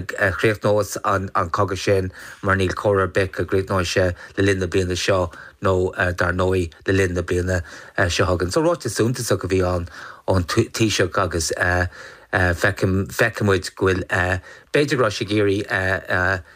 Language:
Irish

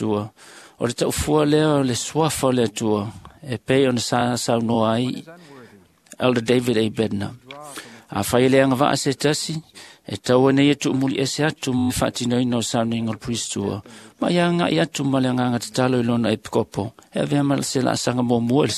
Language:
Samoan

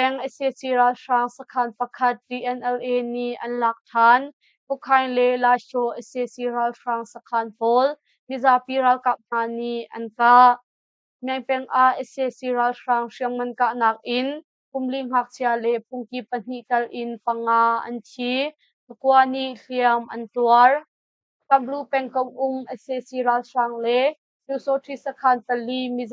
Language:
Hakha Chin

